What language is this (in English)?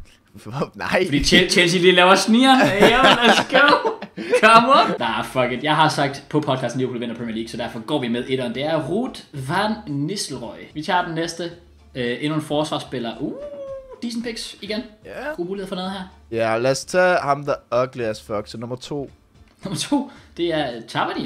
Danish